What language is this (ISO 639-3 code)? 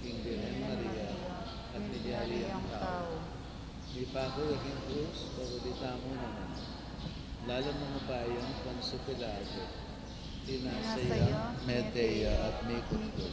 pam